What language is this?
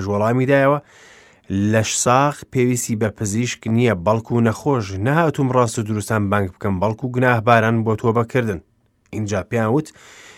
Central Kurdish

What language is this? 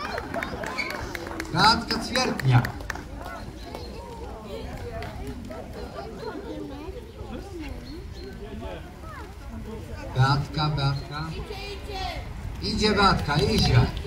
Polish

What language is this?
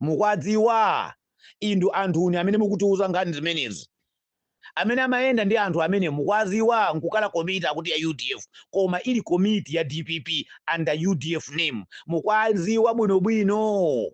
Nyanja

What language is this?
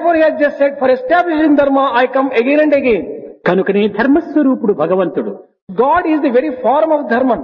Telugu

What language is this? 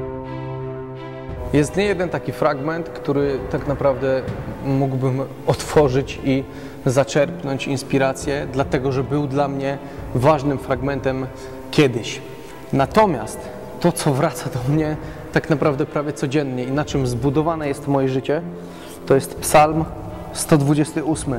Polish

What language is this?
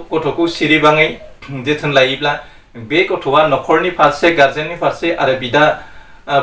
Bodo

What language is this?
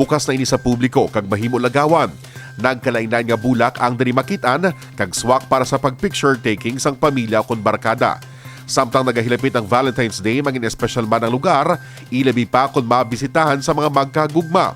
Hiligaynon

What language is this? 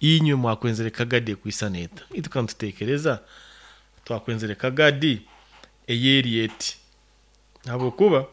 Nyoro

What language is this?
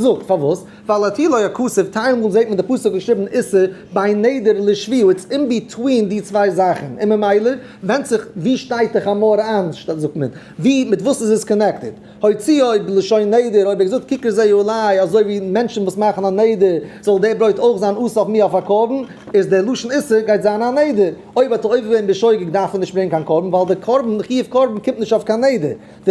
Yiddish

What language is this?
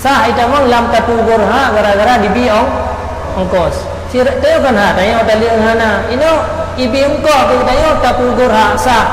Achinese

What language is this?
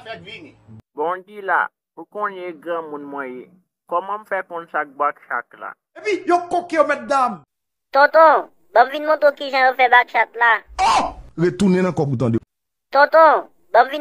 Haitian Creole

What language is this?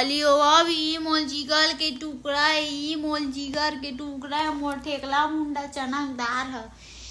Chhattisgarhi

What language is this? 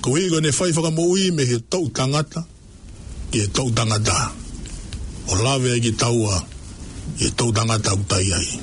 Tongan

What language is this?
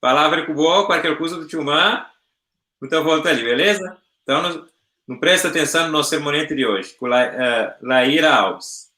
Kabuverdianu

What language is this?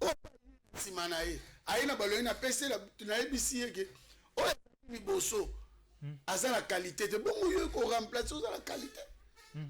Lingala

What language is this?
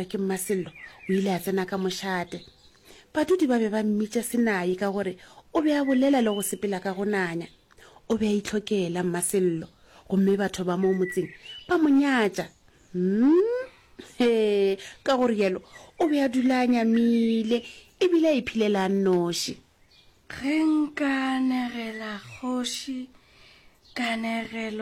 Northern Sotho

